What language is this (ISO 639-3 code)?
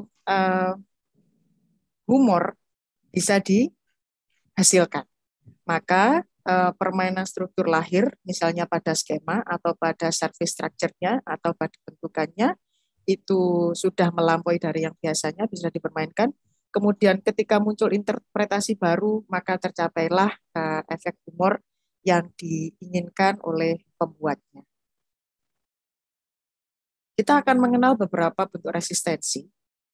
ind